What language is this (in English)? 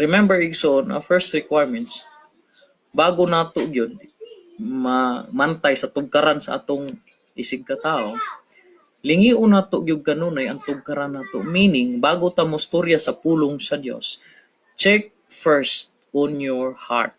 Cebuano